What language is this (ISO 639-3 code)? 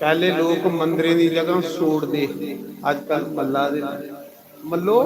doi